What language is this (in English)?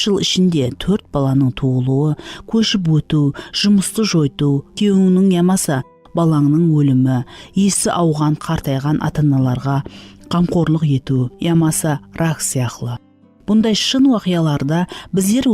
Kara-Kalpak